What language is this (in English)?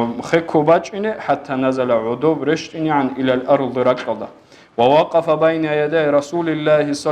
Avaric